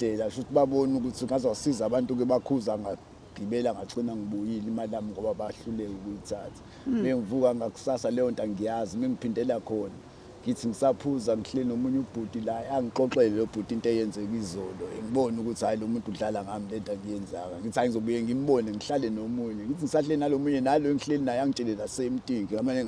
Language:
Zulu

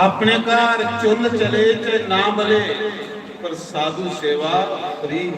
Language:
Dogri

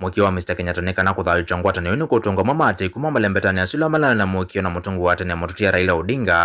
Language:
Kamba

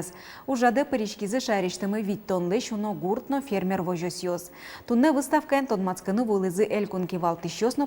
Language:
Udmurt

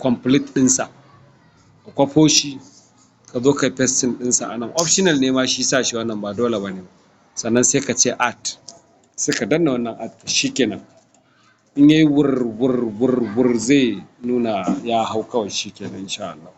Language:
Hausa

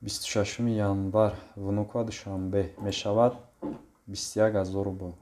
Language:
Tajik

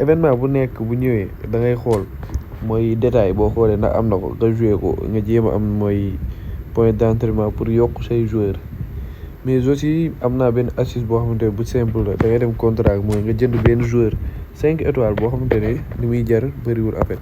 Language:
Wolof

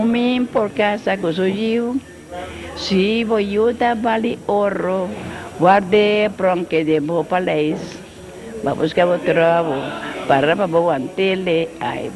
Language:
Papiamento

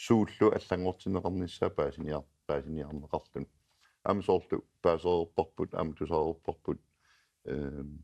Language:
Kalaallisut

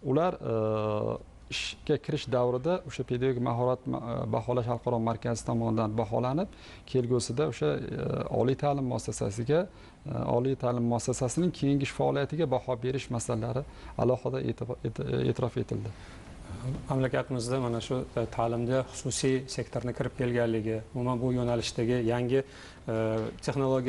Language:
Uzbek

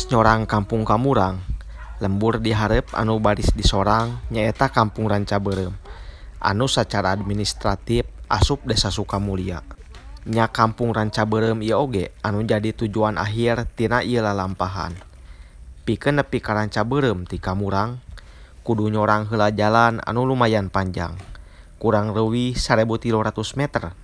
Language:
Sundanese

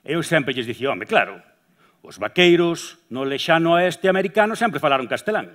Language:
Galician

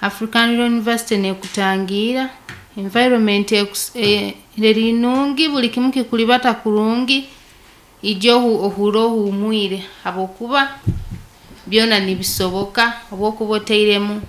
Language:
Nyankole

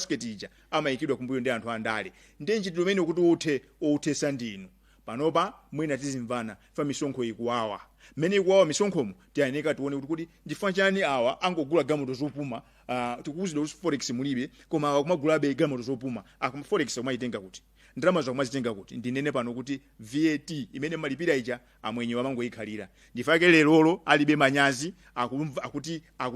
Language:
Nyanja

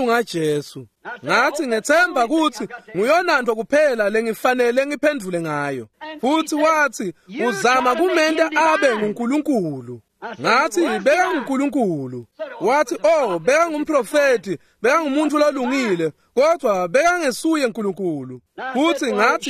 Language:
Swati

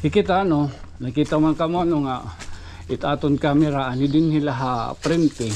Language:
Waray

